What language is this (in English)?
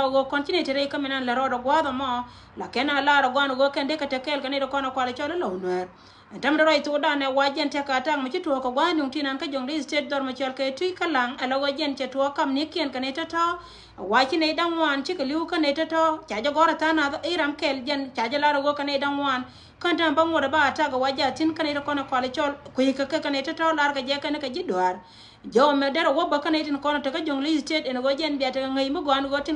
Nuer